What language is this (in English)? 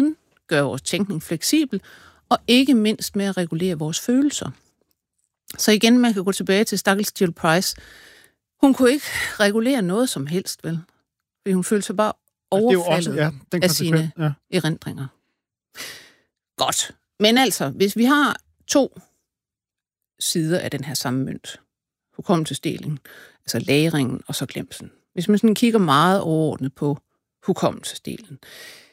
Danish